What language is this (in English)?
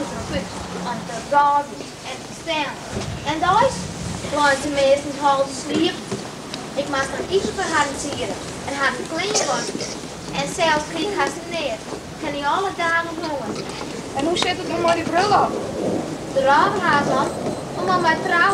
Western Frisian